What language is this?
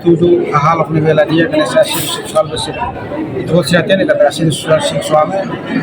Tetum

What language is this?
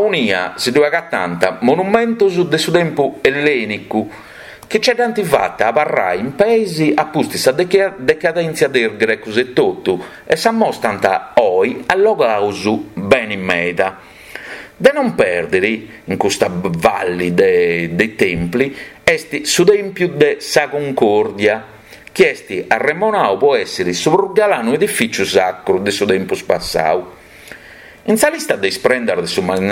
Sardinian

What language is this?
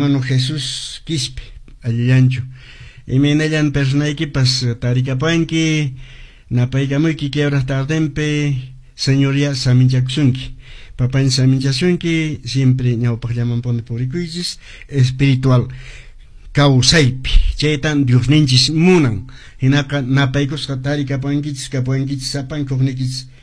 Quechua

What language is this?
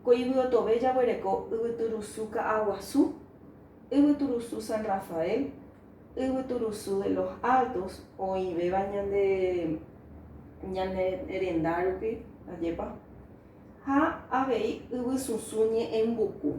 Guarani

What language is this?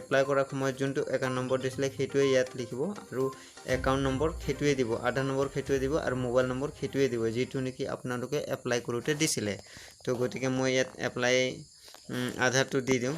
Assamese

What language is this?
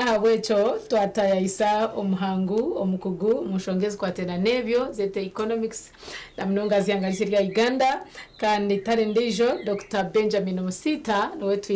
Nyankole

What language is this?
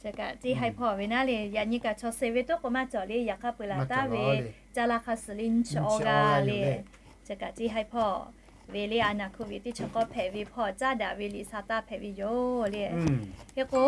Lahu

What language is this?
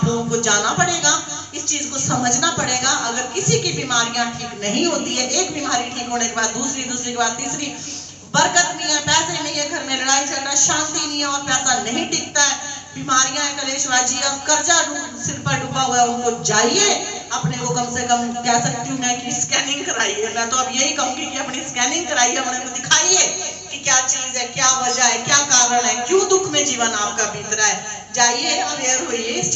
Hindi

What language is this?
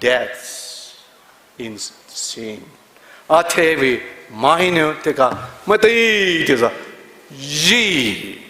Poumei Naga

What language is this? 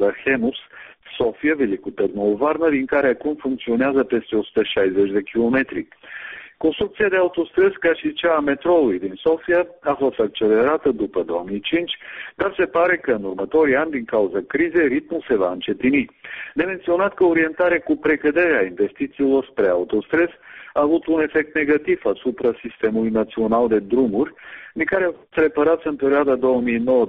Serbian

